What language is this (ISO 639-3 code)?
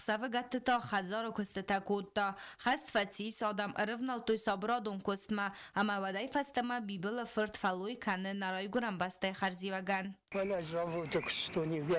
oss